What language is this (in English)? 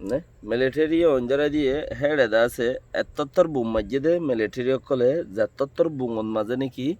Rohingya